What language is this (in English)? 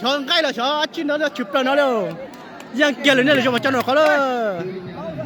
Hmong